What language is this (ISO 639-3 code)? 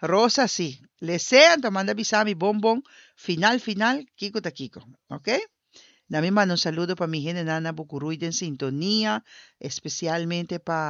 pap